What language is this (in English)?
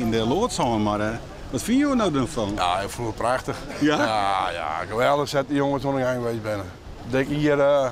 Western Frisian